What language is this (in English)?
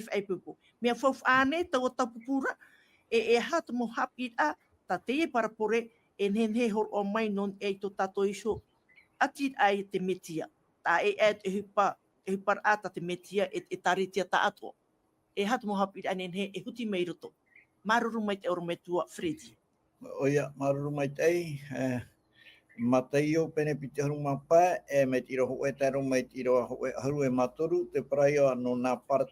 Tahitian